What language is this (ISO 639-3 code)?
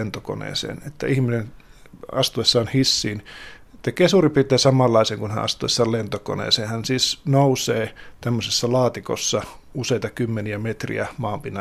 fin